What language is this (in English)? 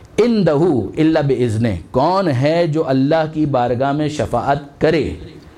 Urdu